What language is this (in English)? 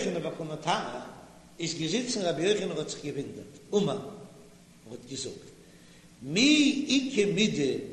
Yiddish